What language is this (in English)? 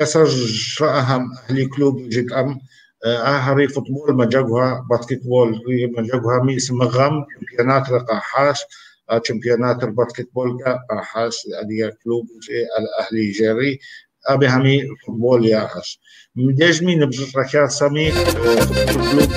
Kabardian